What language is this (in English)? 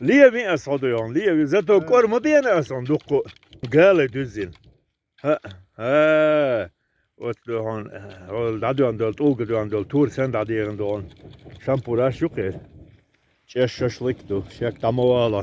Chechen